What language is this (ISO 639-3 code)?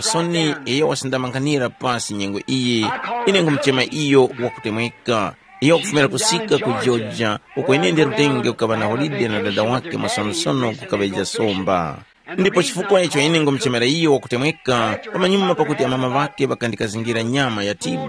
tum